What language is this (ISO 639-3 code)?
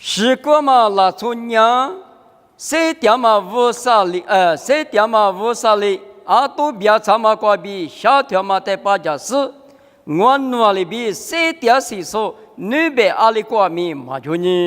lis